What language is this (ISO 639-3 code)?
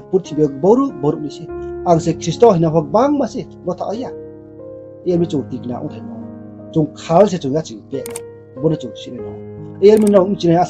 ria